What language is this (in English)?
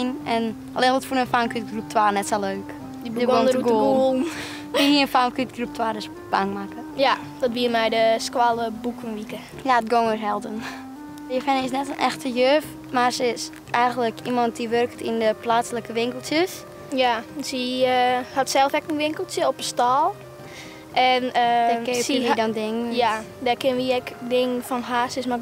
Western Frisian